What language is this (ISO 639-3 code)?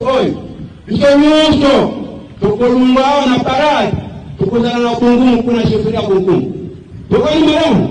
lin